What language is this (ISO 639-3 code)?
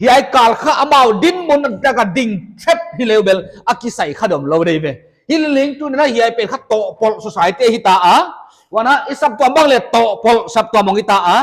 pck